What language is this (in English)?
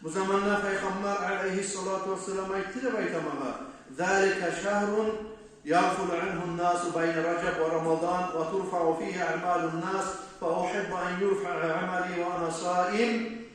Kumyk